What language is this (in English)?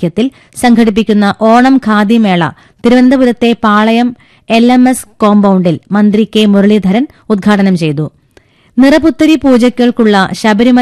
Malayalam